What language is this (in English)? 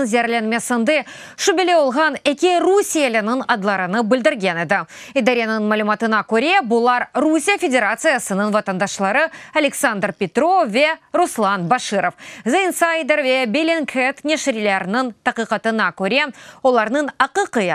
Crimean Tatar